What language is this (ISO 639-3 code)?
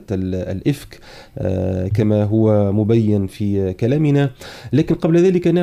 ara